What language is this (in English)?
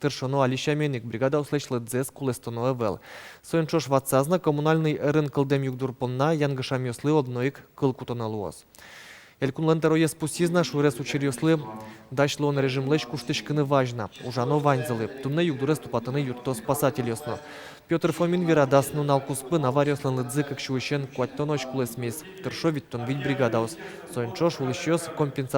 Udmurt